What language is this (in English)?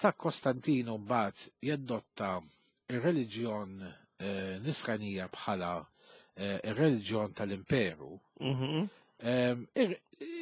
Maltese